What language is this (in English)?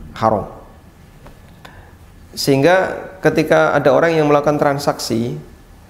Indonesian